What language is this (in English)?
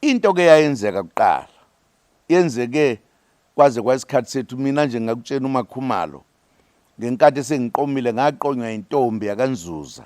Zulu